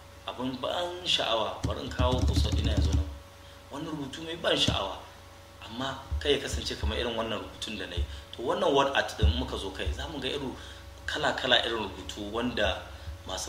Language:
Hausa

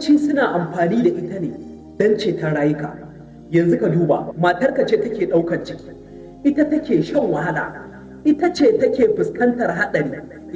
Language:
Hausa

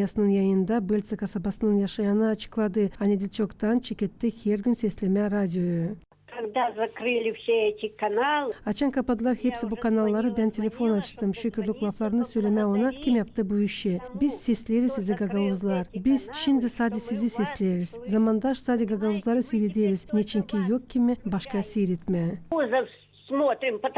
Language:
Gagauz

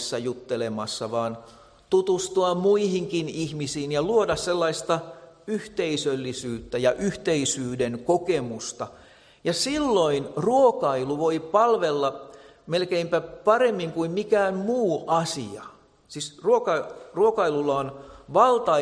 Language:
Finnish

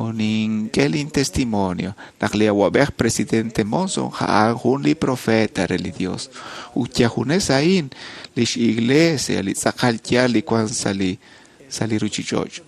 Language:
Kekchí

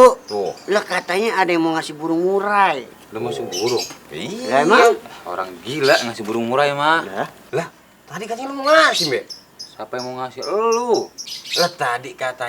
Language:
Betawi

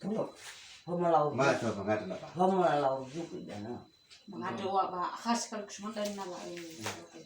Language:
Nias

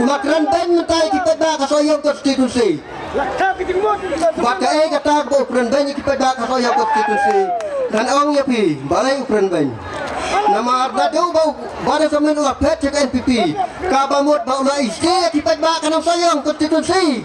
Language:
Khasi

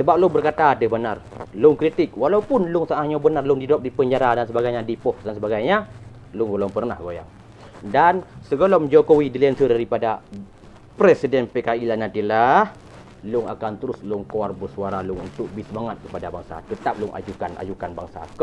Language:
Achinese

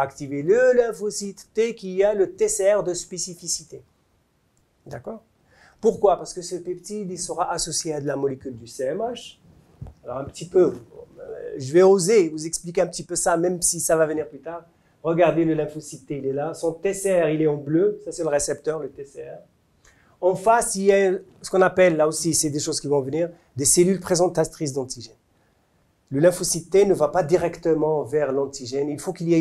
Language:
French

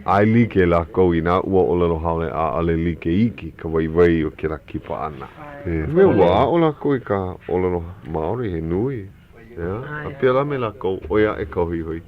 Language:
Hawaiian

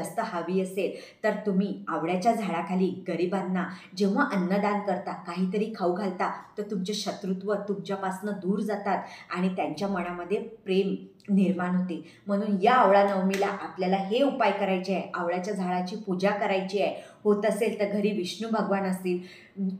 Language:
Marathi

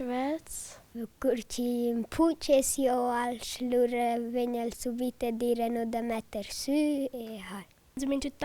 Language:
Romansh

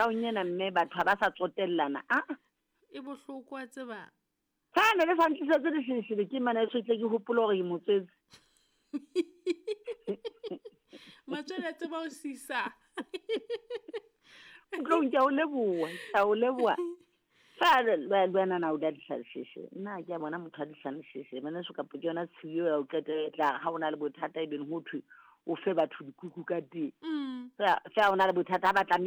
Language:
Southern Sotho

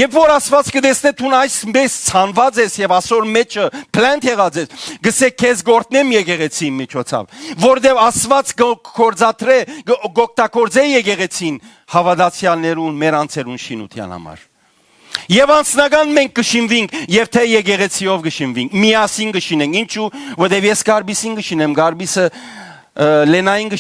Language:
Western Armenian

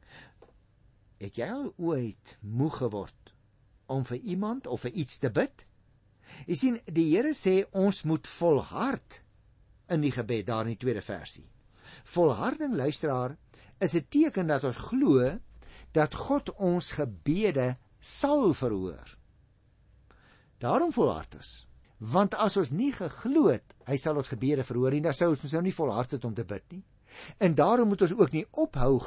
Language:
Afrikaans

